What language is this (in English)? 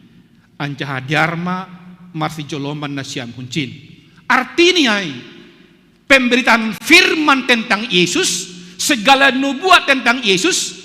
Batak Simalungun